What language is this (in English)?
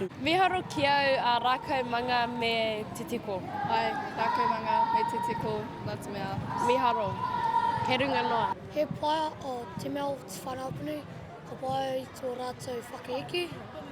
Māori